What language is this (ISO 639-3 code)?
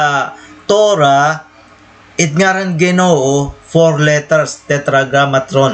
war